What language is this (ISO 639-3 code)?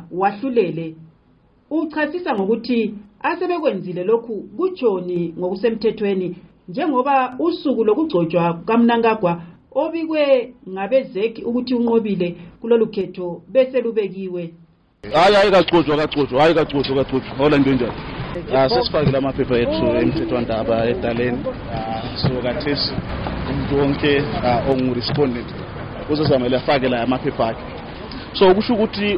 nde